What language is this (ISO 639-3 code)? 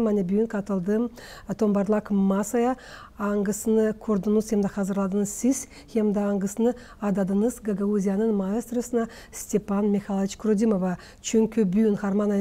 gag